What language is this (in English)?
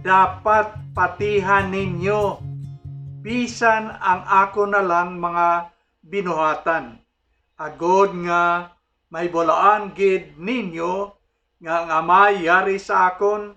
Hiligaynon